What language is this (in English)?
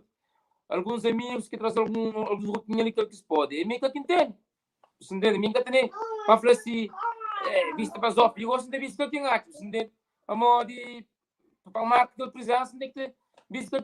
Kabuverdianu